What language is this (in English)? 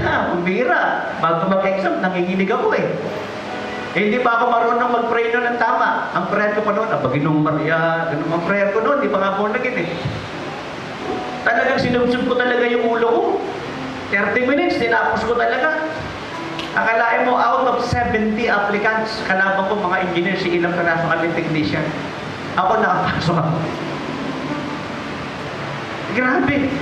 Filipino